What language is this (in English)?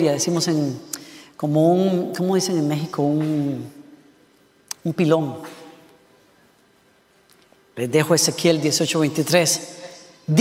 Spanish